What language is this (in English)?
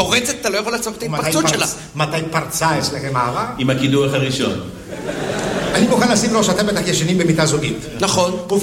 Hebrew